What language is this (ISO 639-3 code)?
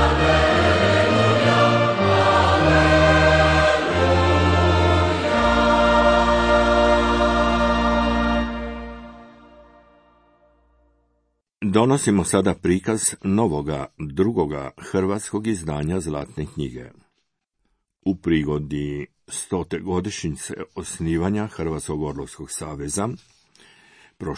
hrv